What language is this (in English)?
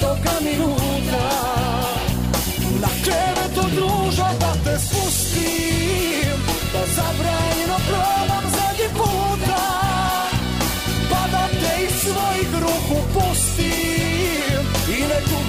Serbian